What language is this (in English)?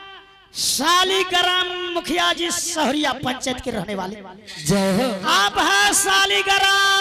Angika